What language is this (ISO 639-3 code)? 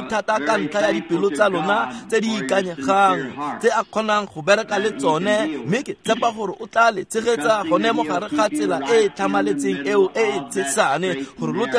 tsn